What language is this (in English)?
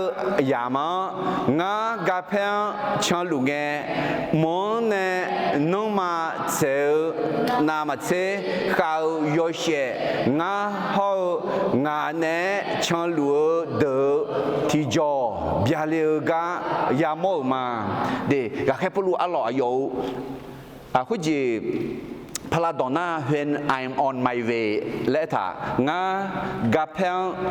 Akha